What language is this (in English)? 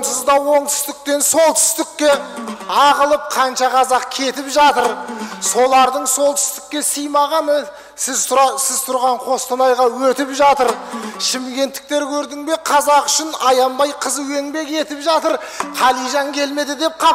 Kazakh